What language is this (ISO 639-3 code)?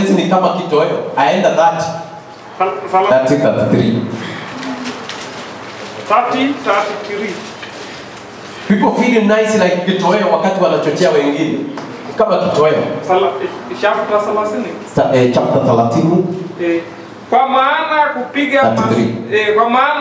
swa